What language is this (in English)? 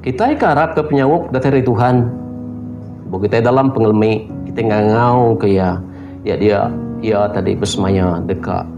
Iban